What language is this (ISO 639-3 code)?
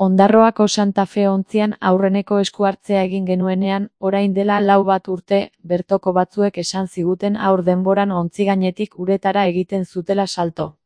eus